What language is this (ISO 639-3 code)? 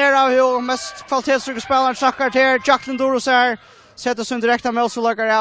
fao